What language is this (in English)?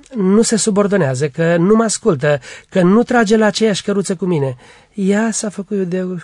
Romanian